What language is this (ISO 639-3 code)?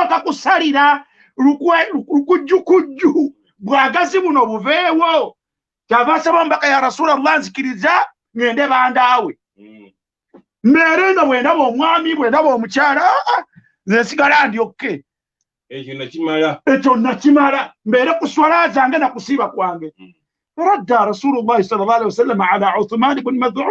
lug